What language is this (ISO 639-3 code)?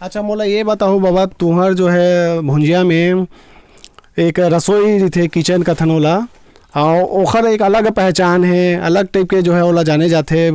hne